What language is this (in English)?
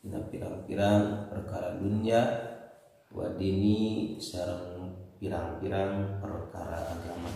Sundanese